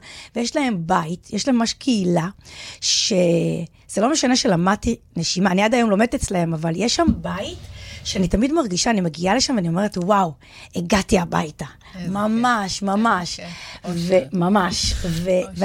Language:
Hebrew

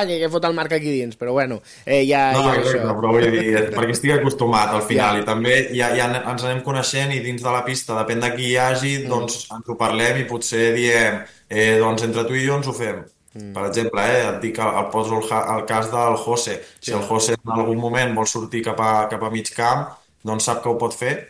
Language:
Catalan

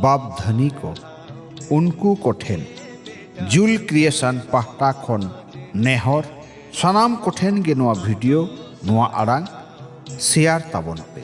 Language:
Santali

